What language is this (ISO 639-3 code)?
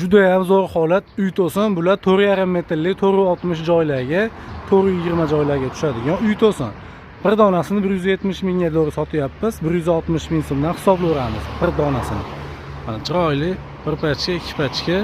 uzb